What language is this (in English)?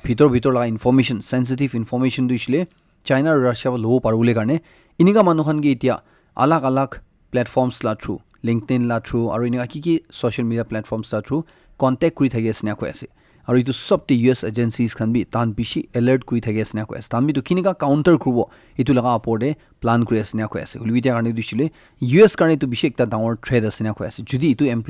Naga Pidgin